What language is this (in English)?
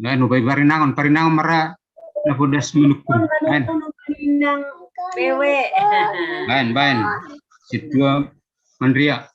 Batak Simalungun